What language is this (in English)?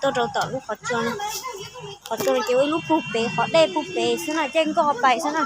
Hmong